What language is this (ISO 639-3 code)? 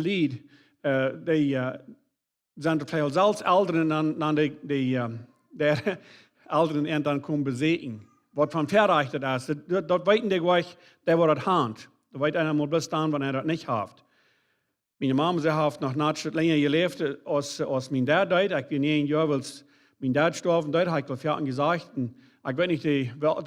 pdt